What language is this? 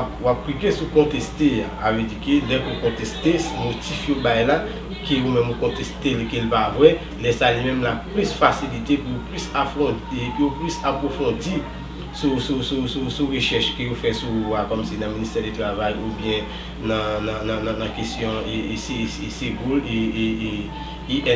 Haitian Creole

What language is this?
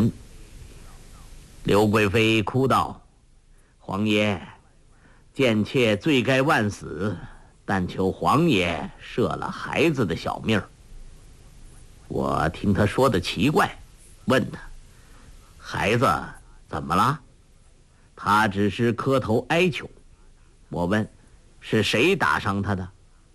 Chinese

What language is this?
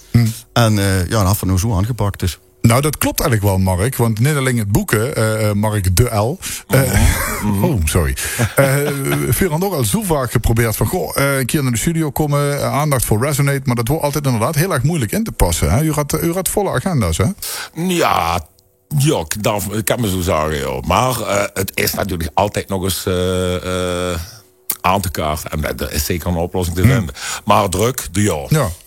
Limburgish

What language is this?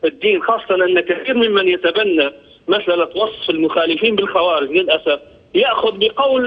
Arabic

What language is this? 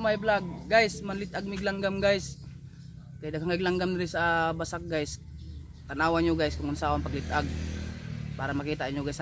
Cebuano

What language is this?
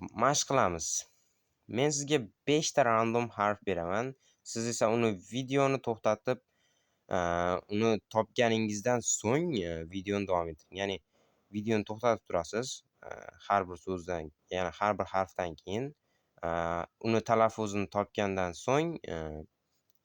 Uzbek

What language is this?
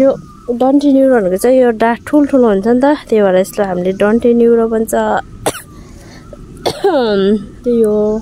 Nepali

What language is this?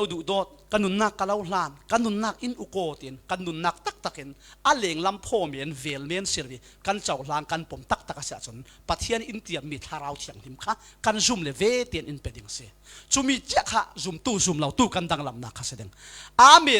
Falam Chin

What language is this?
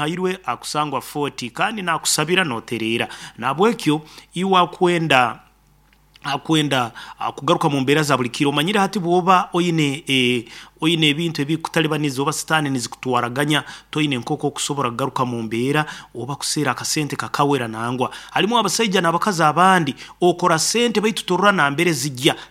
Nyankole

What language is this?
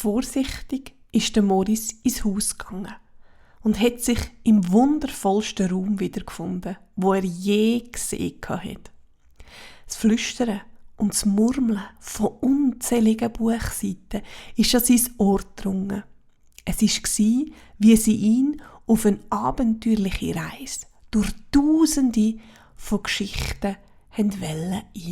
Swiss German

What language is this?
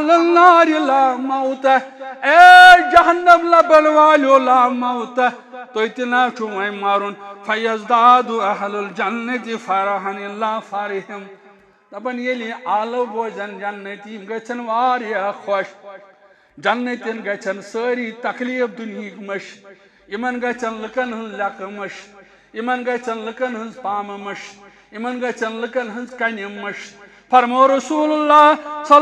Kashmiri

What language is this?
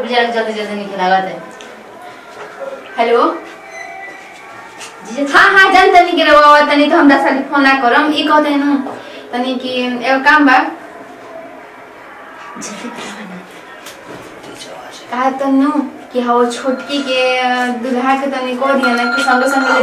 Bhojpuri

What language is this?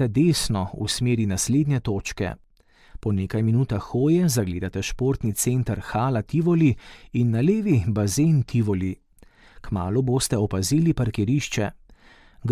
Slovenian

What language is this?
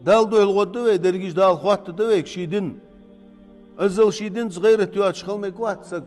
Ingush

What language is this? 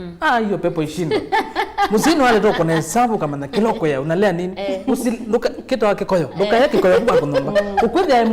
Kamba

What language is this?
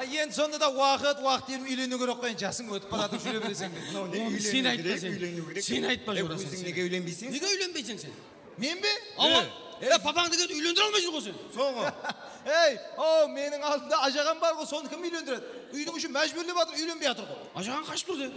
Kara-Kalpak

